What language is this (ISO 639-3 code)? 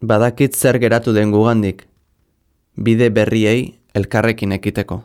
eus